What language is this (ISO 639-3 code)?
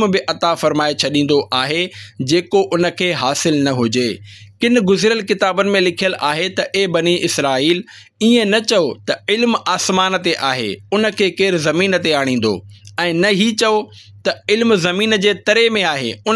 snd